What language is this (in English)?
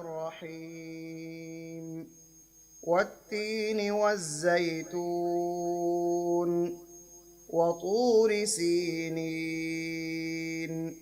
Divehi